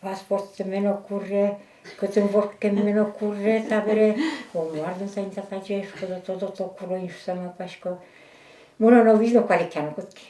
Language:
Udmurt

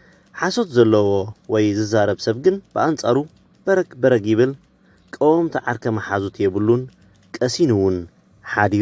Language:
Tigrinya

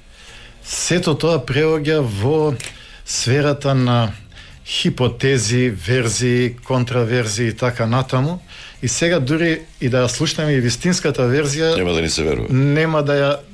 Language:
Macedonian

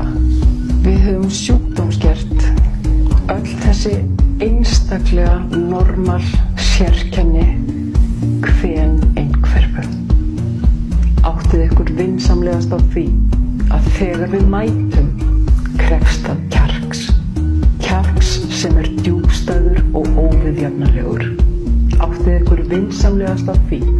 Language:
Icelandic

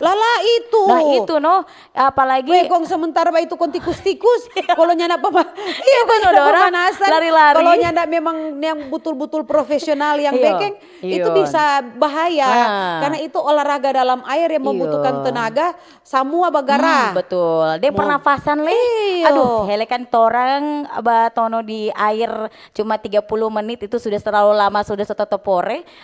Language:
Manado Malay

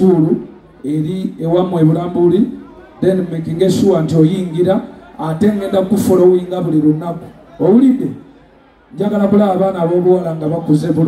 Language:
Ganda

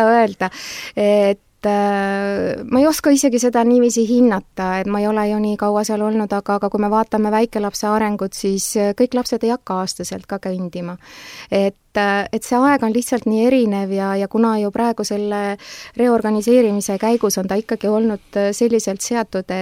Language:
Estonian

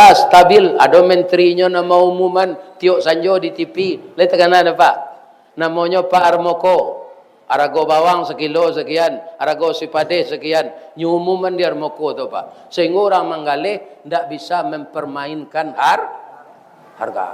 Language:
Minangkabau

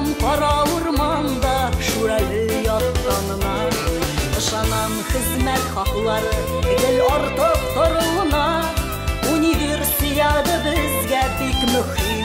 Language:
Tatar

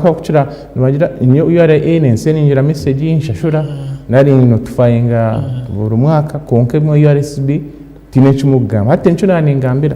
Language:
Nyankole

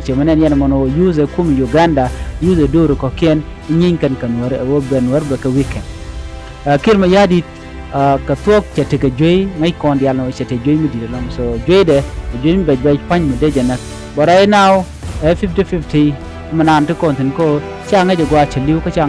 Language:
Nuer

